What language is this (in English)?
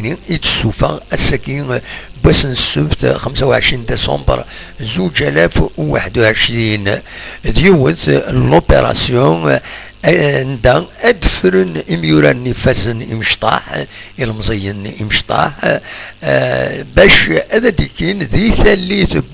Kabyle